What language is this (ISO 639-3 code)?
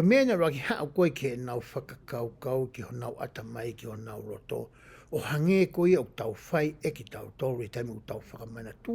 ton